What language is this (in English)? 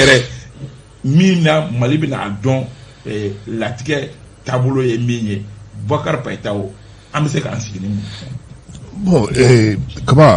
Bambara